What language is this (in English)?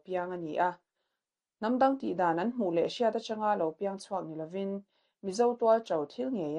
Mizo